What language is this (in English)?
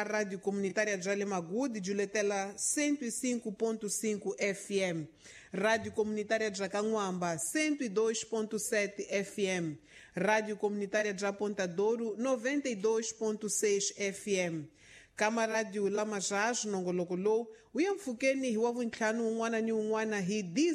Tsonga